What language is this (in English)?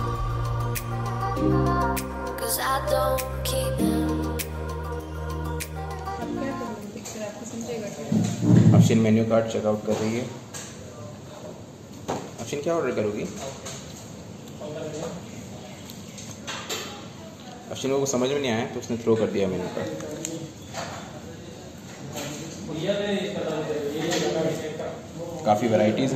Hindi